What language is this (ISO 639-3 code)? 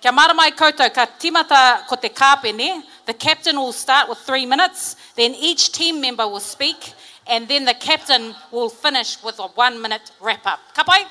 mri